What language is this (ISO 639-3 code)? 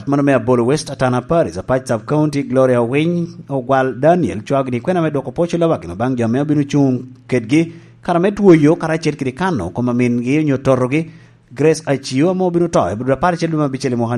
laj